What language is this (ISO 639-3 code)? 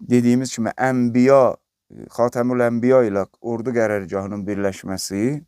aze